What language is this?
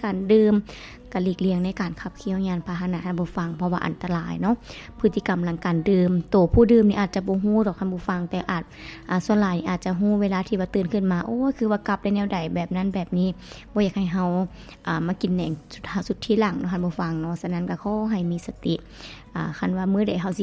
Lao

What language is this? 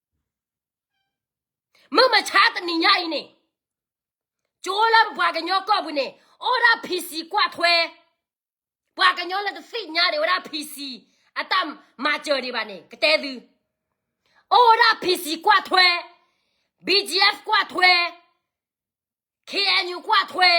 S'gaw Karen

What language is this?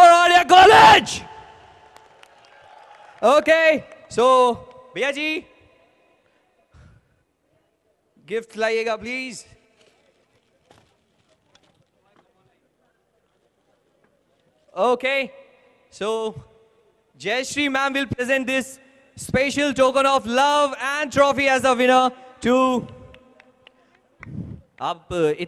Hindi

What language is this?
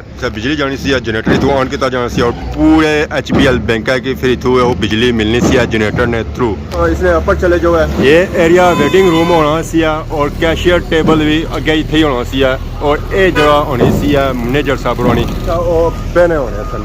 Pahari-Potwari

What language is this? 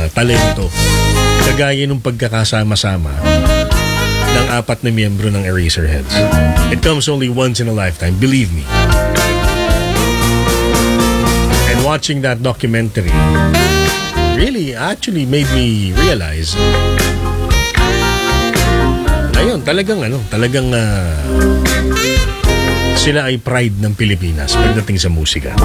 Filipino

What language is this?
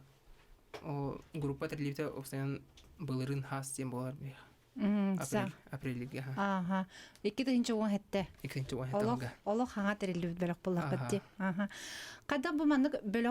Yakut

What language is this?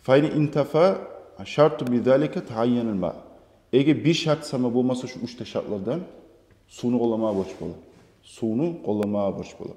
Kumyk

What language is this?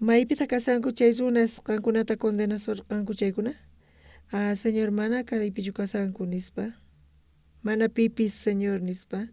South Bolivian Quechua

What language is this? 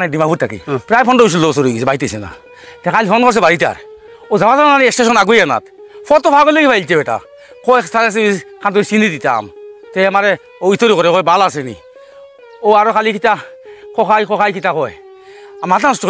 Sylheti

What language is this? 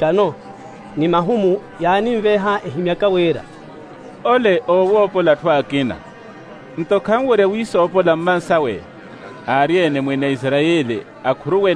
Makhuwa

